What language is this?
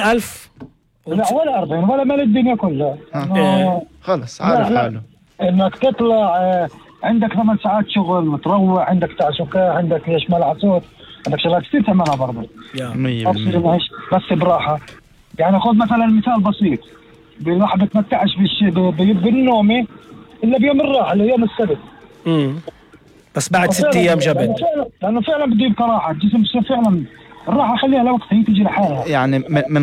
North Levantine Arabic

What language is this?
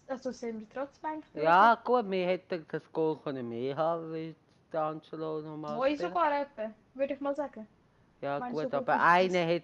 Swiss German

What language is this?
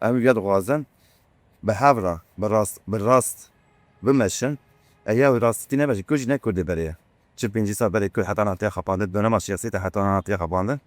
Kurdish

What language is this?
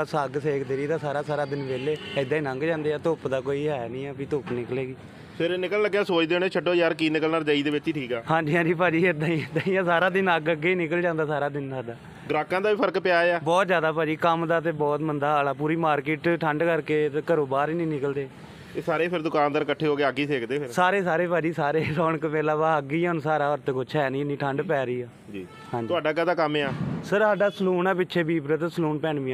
Punjabi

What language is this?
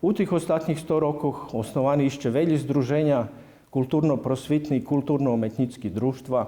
Rusyn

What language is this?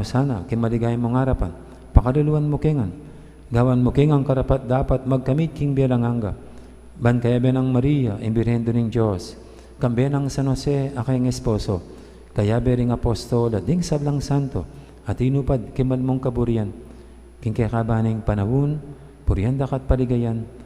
Pampanga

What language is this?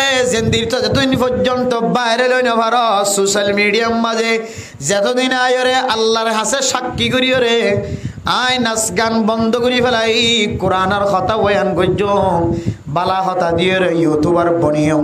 Rohingya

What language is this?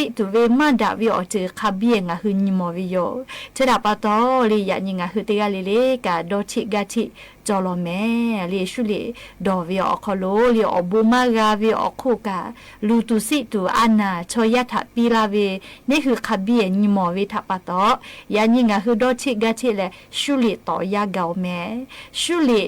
Lahu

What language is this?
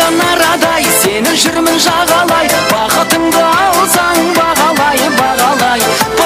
Kara-Kalpak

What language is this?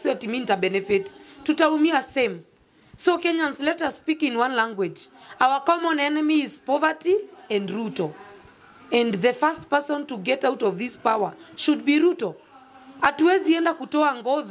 Swahili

